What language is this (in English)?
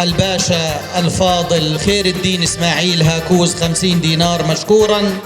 North Levantine Arabic